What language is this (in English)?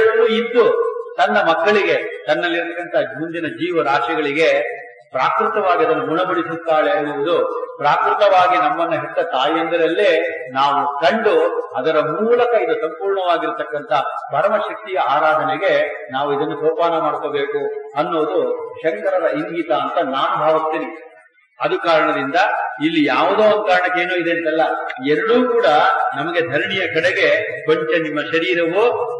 Kannada